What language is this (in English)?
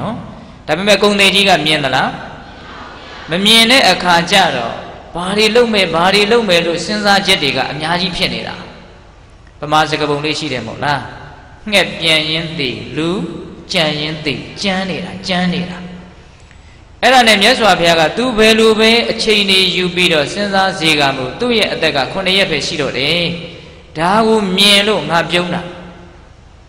Burmese